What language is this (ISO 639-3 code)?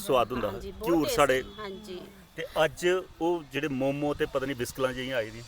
doi